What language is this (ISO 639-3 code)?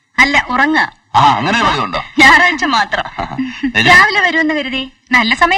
mal